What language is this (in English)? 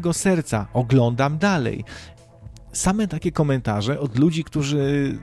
Polish